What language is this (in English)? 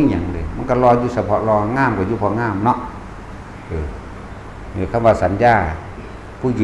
Northeastern Thai